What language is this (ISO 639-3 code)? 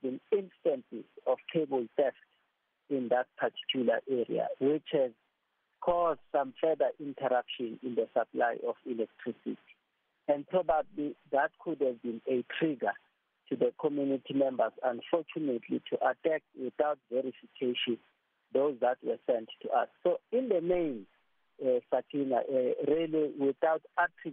eng